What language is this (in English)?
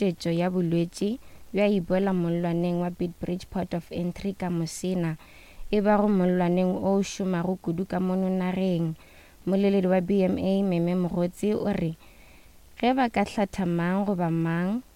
Northern Sotho